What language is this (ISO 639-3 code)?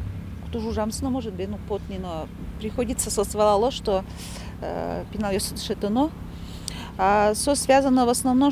udm